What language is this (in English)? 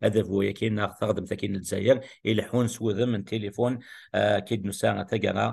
Kabyle